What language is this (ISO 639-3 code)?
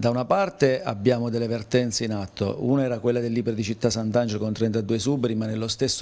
ita